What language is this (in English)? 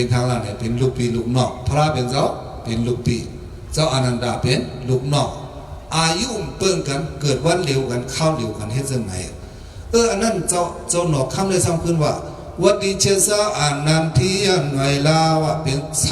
Shan